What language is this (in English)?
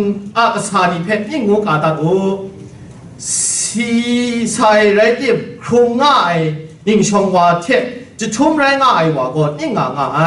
Kachin